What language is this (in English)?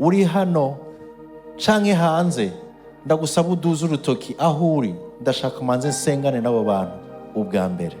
Rundi